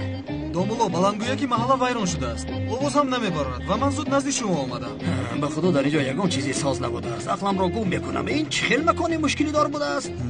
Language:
Tajik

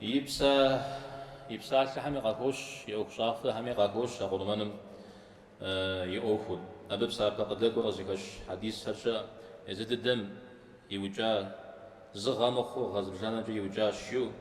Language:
Kabardian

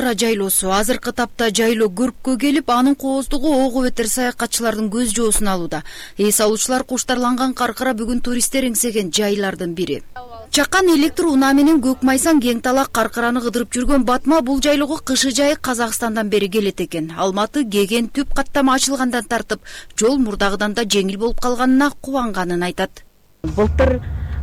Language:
Kyrgyz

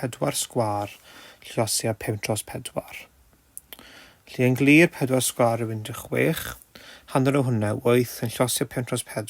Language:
Welsh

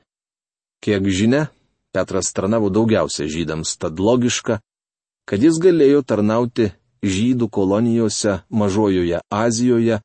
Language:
Lithuanian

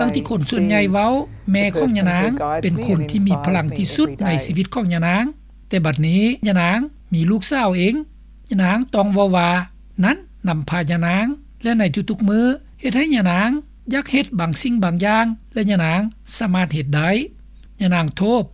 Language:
Lao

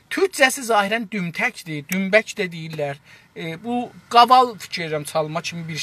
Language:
South Azerbaijani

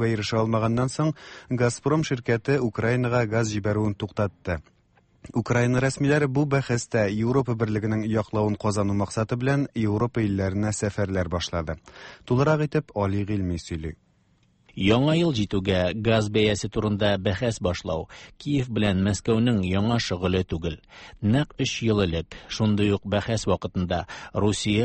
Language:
Tatar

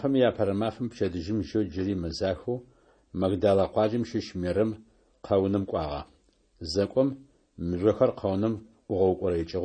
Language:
Adyghe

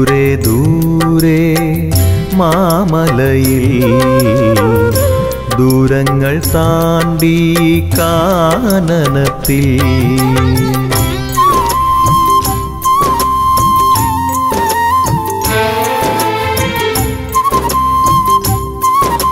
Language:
Malayalam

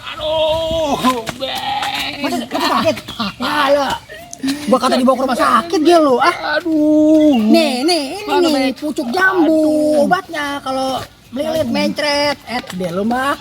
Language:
Betawi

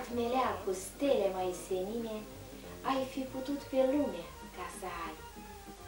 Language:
Romanian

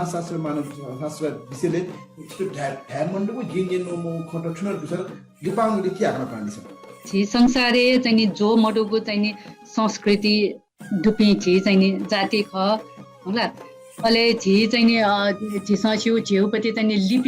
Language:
Newari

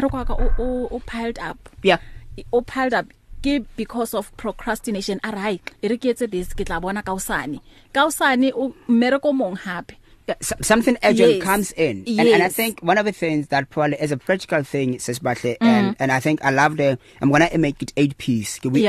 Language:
English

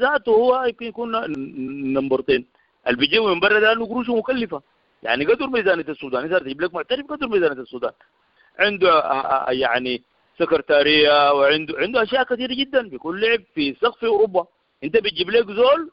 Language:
Sudanese Arabic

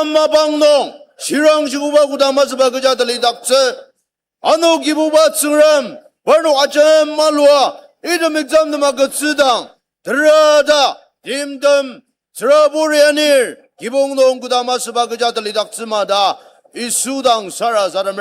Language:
Ao Naga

